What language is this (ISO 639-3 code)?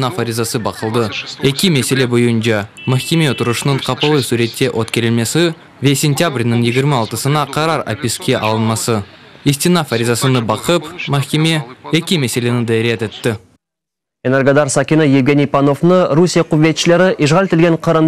crh